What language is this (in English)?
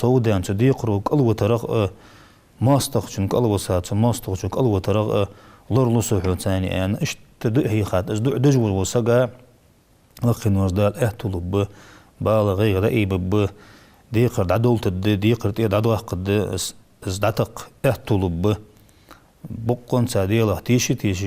Ingush